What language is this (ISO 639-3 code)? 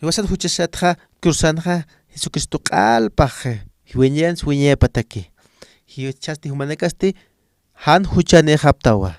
aym